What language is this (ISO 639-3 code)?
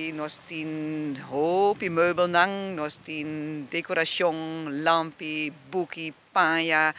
pap